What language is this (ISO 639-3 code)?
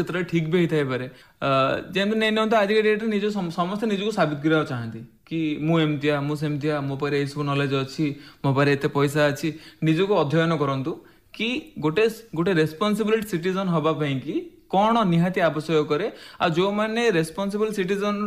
ori